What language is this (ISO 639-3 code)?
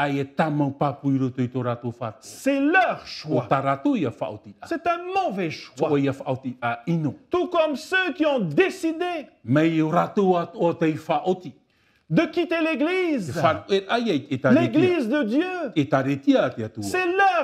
tah